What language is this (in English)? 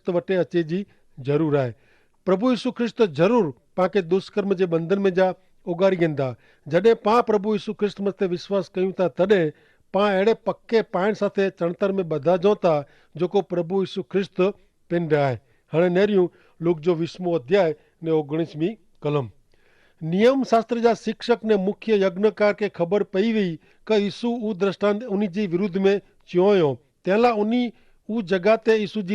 Kachhi